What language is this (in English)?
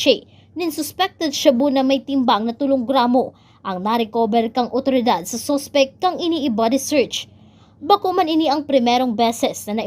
Bikol